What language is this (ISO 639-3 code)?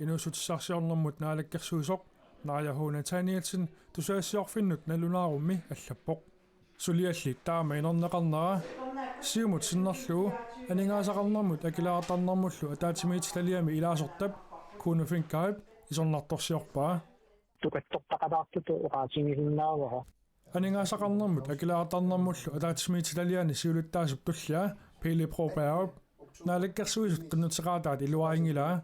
kal